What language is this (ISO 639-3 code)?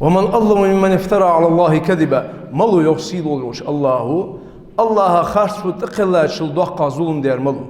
inh